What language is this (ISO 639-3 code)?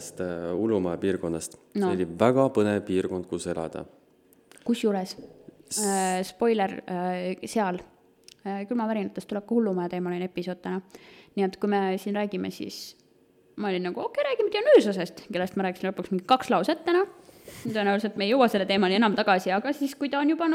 est